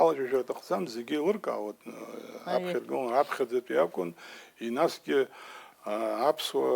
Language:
Abkhazian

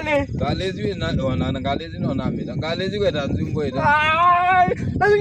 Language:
Kamba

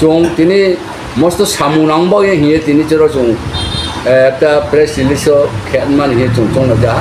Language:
Riang (India)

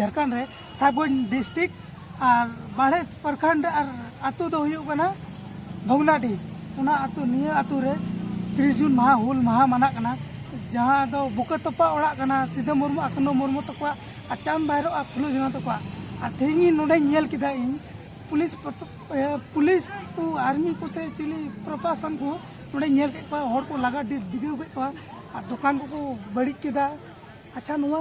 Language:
Santali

